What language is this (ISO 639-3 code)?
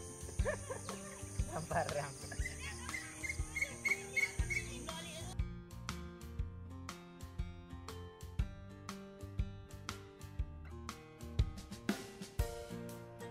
msa